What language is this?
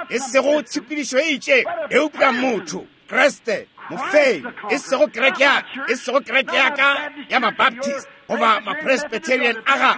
Northern Sotho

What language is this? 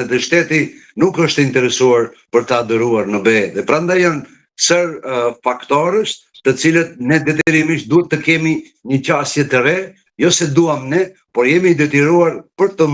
Albanian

